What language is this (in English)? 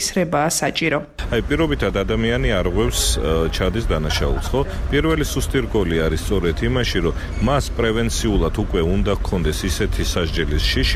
Georgian